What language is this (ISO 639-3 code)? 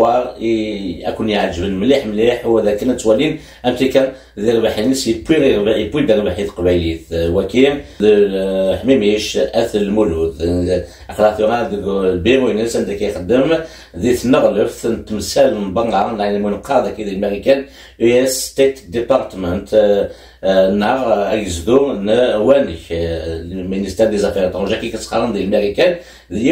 kab